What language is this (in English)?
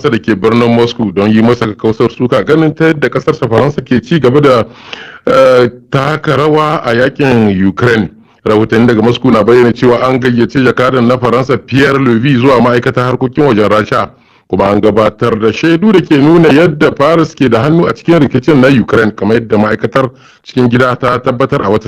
Hausa